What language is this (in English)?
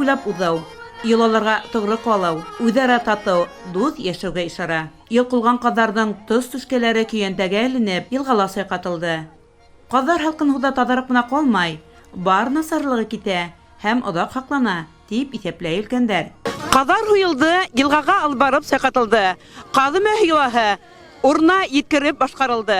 Bashkir